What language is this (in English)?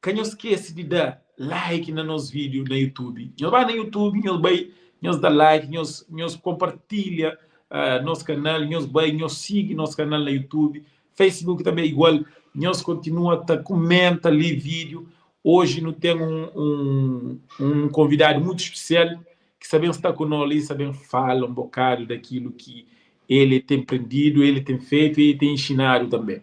Kabuverdianu